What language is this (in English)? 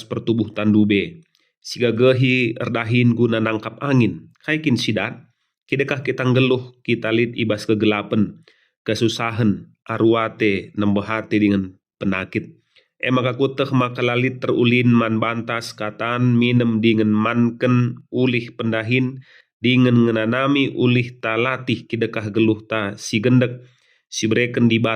Batak Karo